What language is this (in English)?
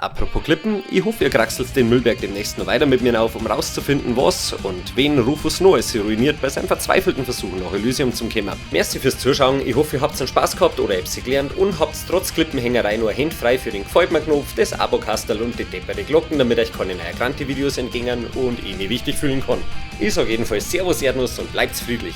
Bavarian